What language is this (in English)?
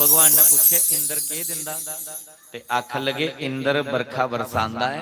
Dogri